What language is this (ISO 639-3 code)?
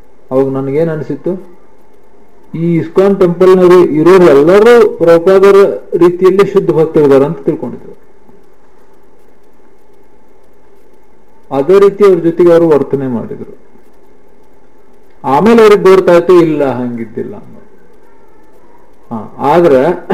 kan